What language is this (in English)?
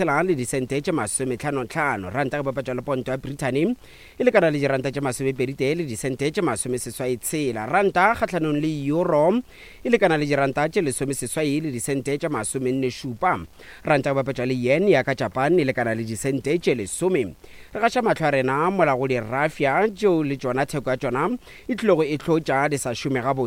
Northern Sotho